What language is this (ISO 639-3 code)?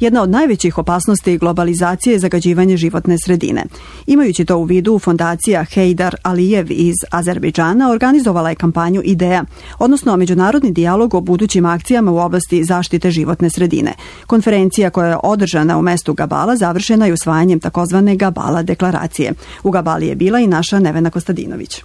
srp